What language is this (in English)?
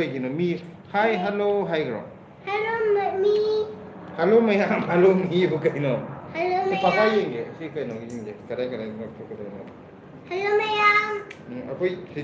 Manipuri